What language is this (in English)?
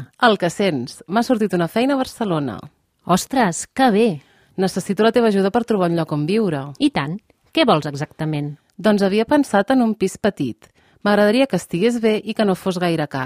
Catalan